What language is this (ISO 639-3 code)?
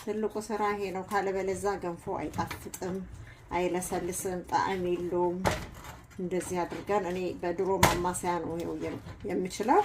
amh